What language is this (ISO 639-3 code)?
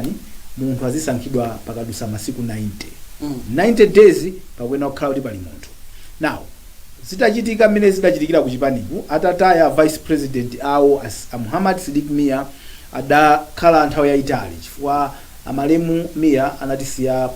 nya